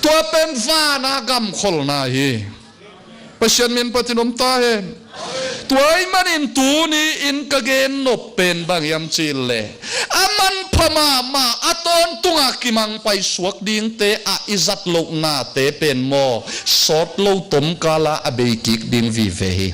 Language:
Tedim Chin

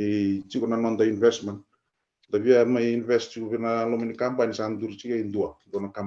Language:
Fijian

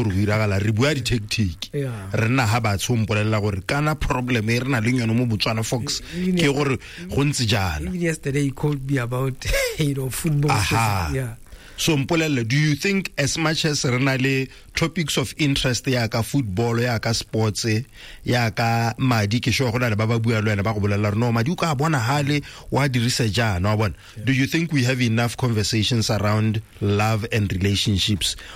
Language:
Tswana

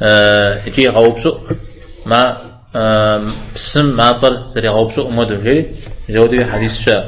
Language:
Kabardian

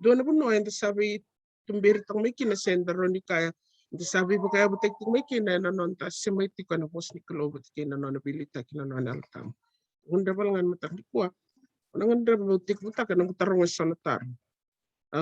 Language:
Fijian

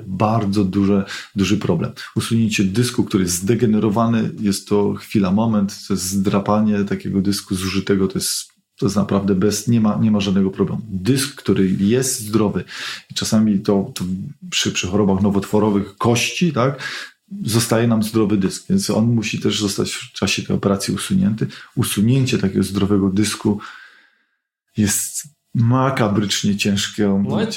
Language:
Polish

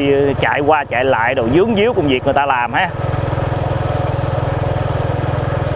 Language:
Vietnamese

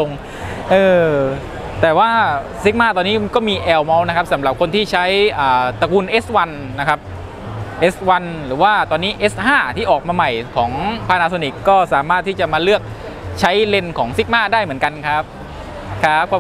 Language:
Thai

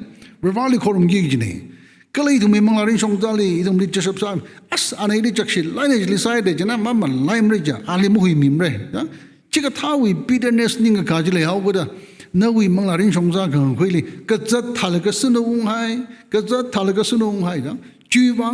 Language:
Tangkhul Naga (India)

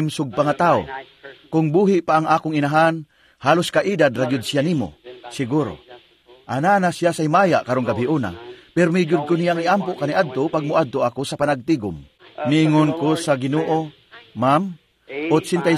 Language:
Cebuano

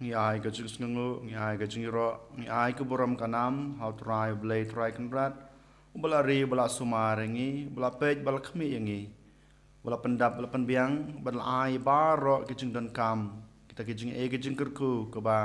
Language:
Khasi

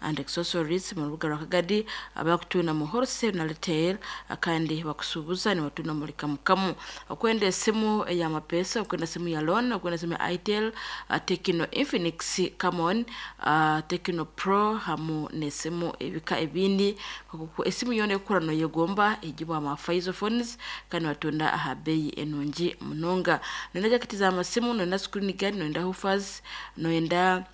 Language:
Nyankole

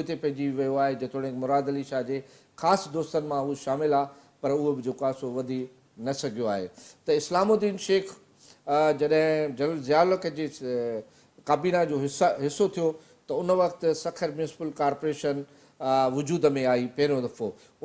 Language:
Sindhi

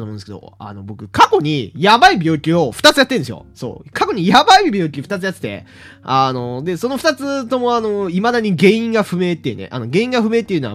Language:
Japanese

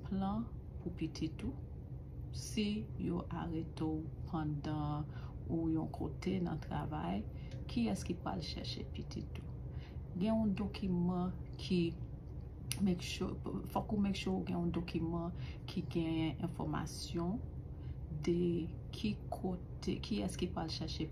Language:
Haitian Creole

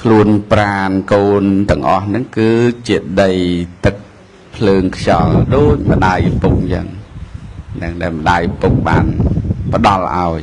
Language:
Khmer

